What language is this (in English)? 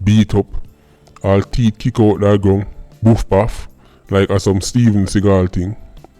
Jamaican Creole English